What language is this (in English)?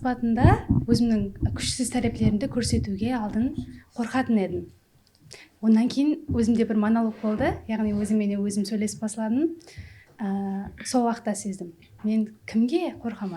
Kara-Kalpak